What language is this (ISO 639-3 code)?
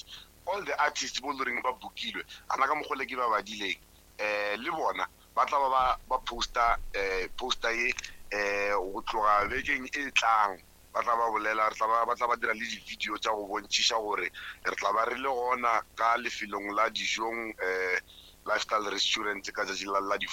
nso